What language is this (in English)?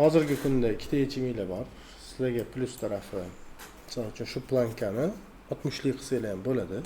Uzbek